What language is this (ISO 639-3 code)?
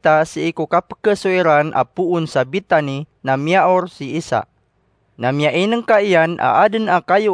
mrw